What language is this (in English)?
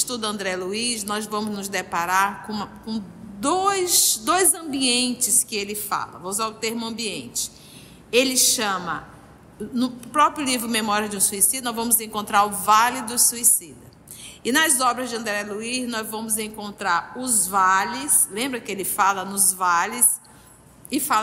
Portuguese